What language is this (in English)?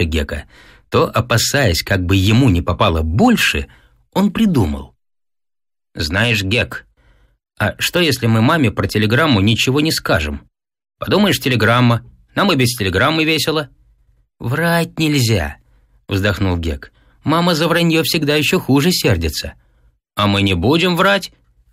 Russian